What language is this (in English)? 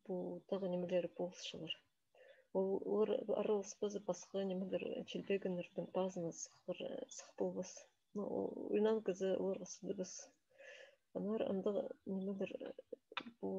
Khakas